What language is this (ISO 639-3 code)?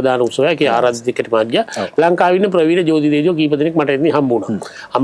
sin